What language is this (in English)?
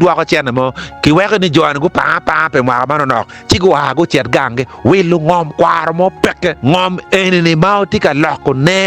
Acoli